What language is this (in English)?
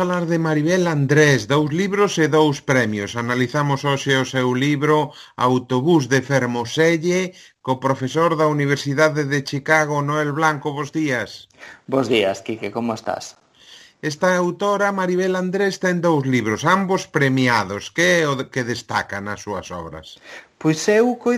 Galician